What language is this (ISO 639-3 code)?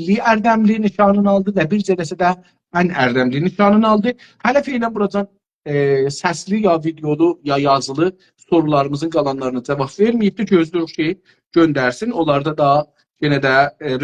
azb